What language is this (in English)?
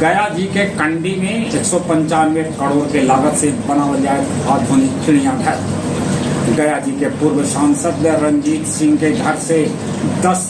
Magahi